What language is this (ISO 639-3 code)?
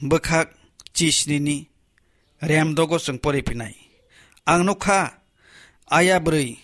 trp